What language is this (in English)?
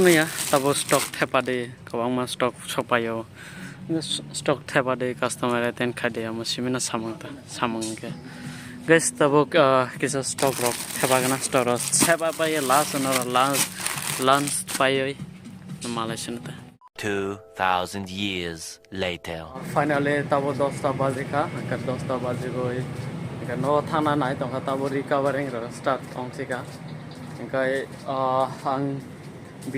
Kok Borok